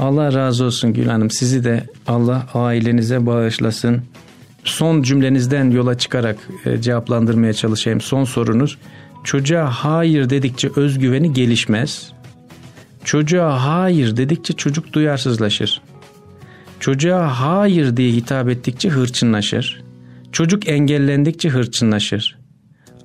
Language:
Turkish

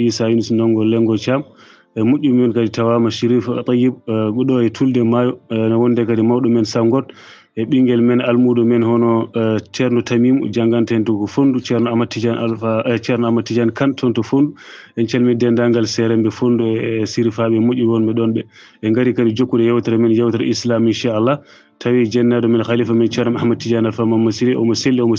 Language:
Fula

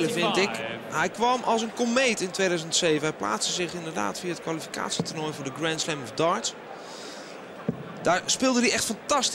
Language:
Dutch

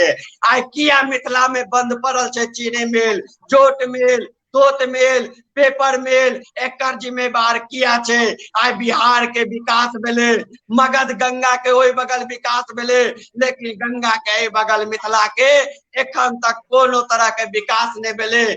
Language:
Maithili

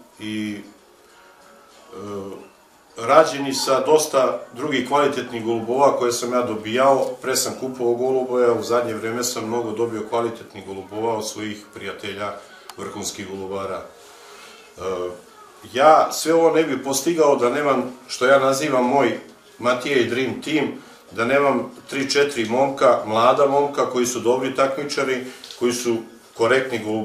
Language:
Serbian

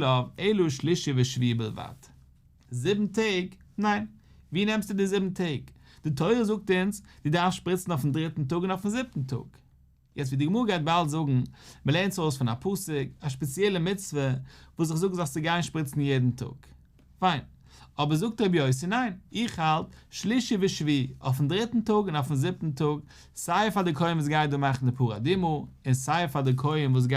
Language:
Yiddish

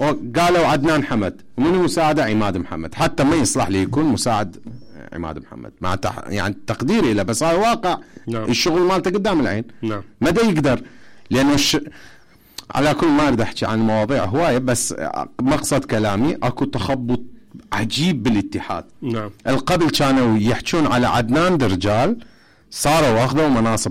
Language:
Mesopotamian Arabic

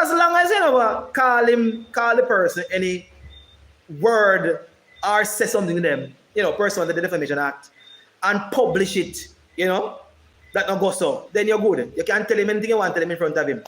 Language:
Jamaican Creole English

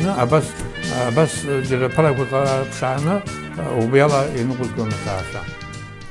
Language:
Abkhazian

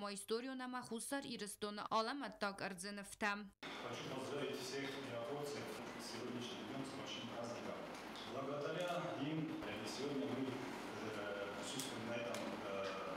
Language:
Ossetic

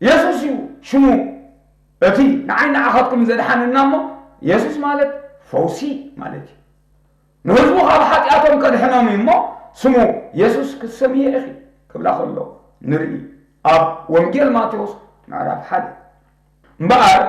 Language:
Tigrinya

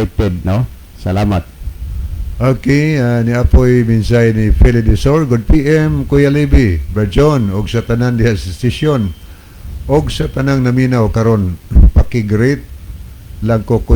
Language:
Cebuano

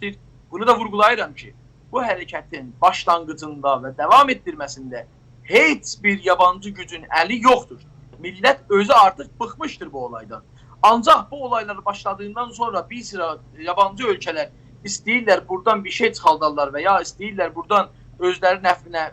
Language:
South Azerbaijani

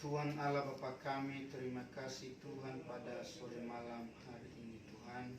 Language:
Nias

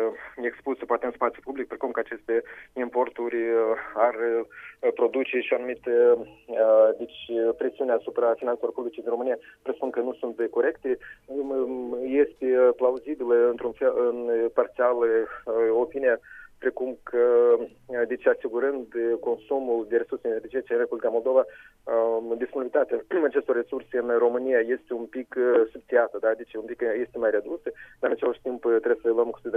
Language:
Romanian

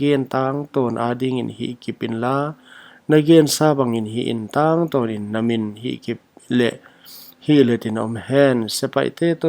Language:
Paite Chin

